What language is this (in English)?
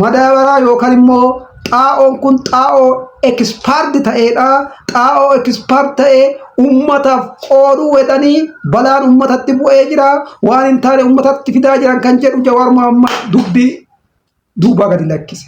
Oromo